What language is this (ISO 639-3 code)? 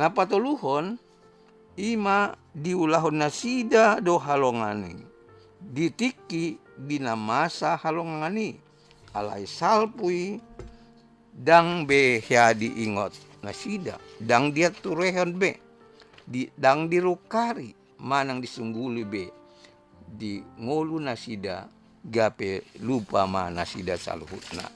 bbc